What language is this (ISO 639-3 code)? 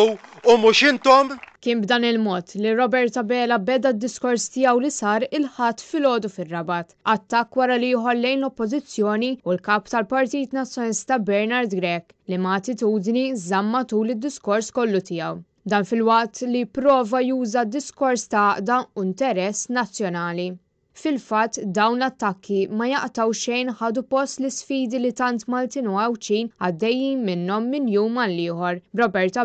mlt